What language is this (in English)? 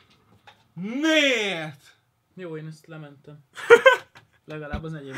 Hungarian